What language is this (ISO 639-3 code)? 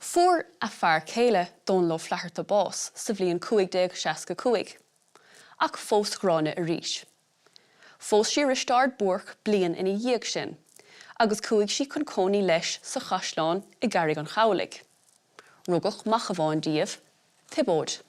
gle